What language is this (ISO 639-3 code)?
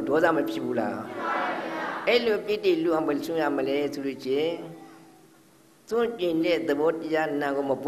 mya